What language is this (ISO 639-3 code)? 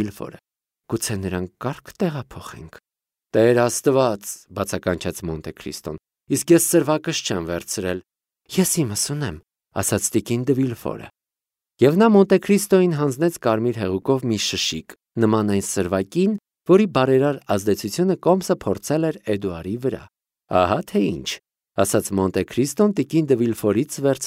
hye